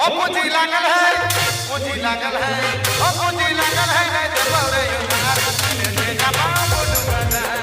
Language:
Sadri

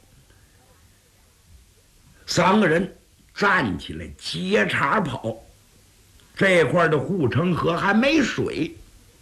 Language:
Chinese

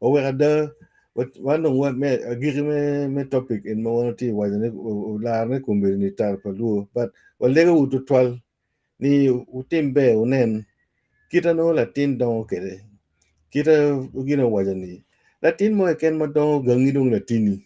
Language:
Acoli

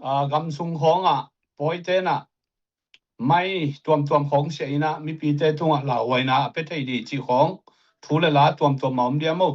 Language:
Tedim Chin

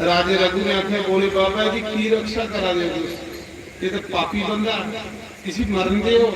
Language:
Dogri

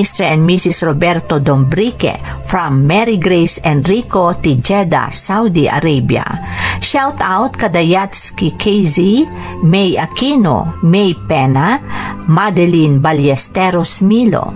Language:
Iloko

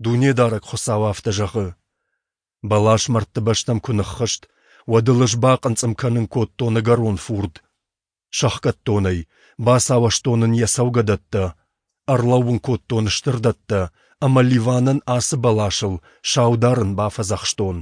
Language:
Ossetic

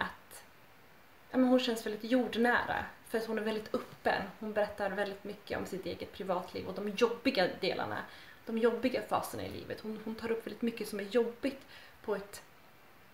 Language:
Swedish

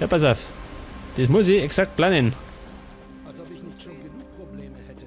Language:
Bavarian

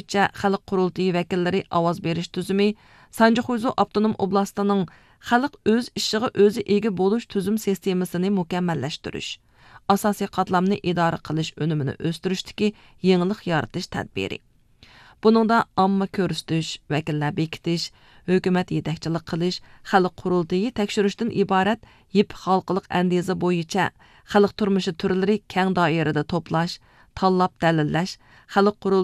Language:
Uyghur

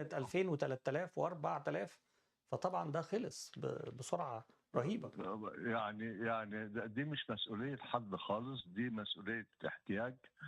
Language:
Egyptian Arabic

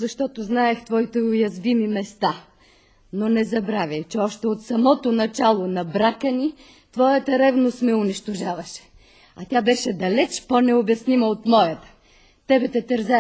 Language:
Bulgarian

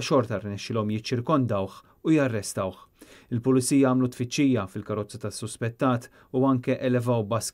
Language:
Maltese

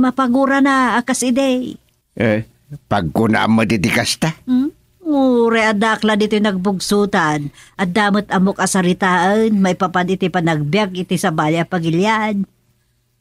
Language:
Iloko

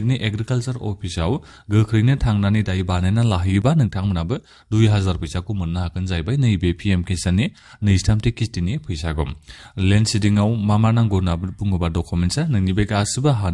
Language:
Bodo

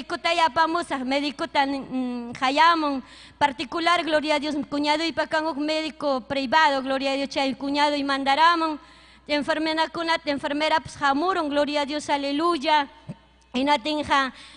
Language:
Ayacucho Quechua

